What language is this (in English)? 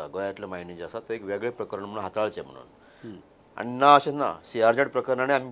Konkani